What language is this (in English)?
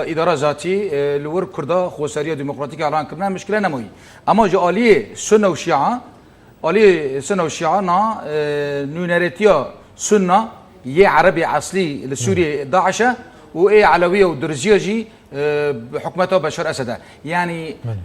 Kurdish